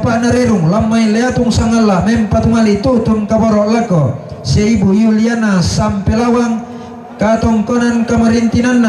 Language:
Toraja-Sa'dan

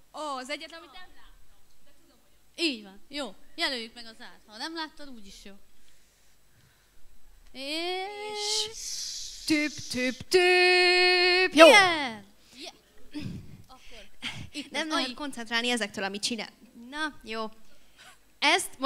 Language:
Hungarian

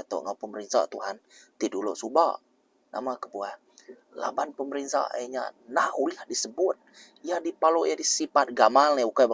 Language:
Iban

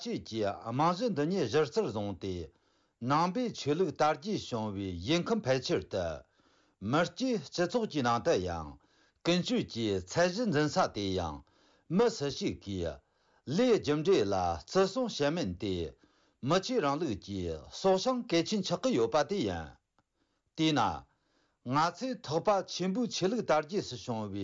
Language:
Tibetan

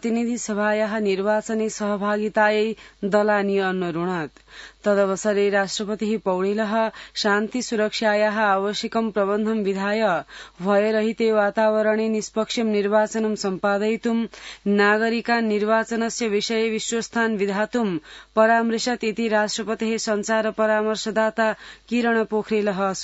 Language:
Sanskrit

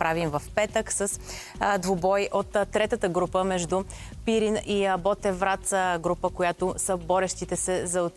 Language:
Bulgarian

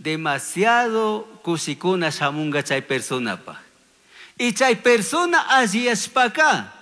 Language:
Chimborazo Highland Quichua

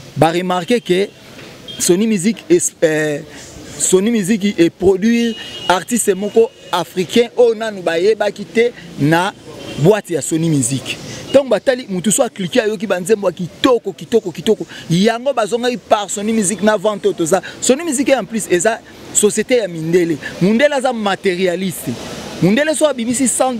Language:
Lingala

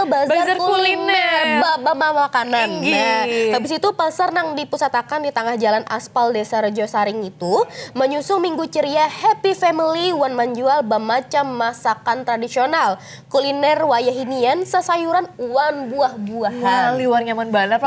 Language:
Banjar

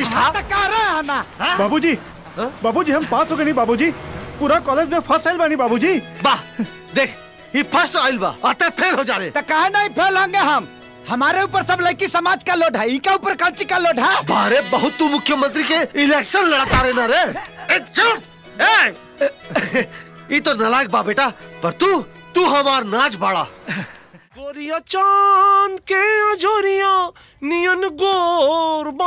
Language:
Bhojpuri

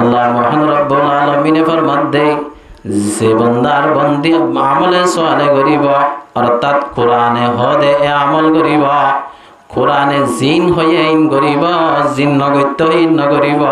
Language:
Rohingya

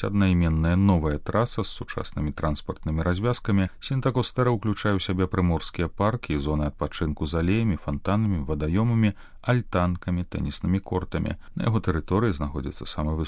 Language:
Belarusian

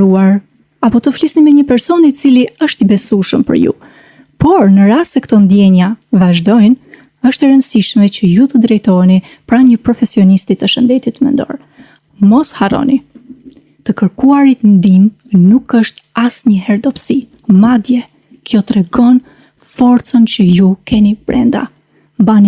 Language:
Albanian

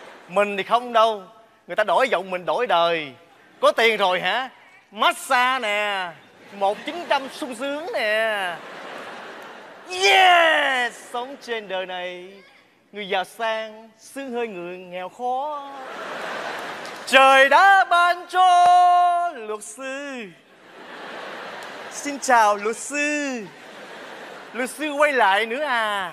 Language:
Vietnamese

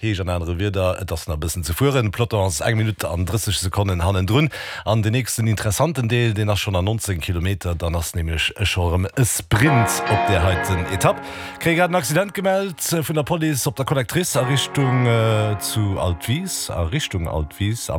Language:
Luxembourgish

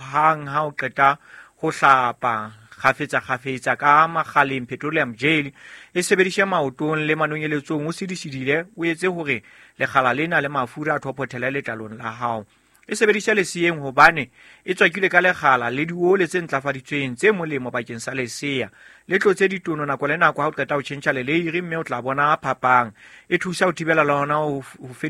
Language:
Southern Sotho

